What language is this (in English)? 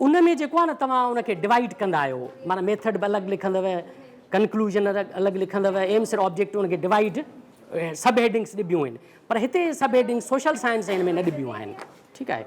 Sindhi